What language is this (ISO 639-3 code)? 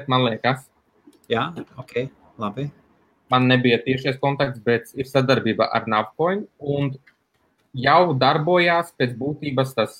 lav